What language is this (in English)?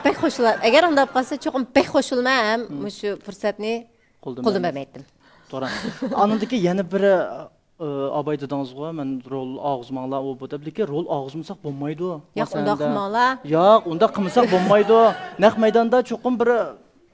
Uyghur